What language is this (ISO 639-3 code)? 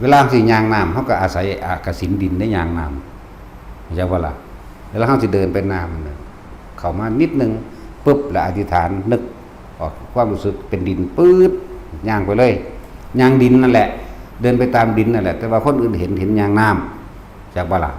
tts